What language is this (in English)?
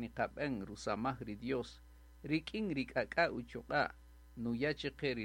Kaqchikel